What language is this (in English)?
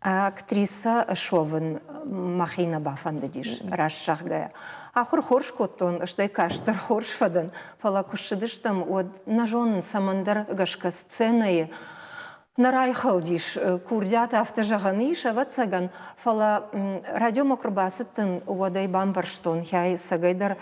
Ossetic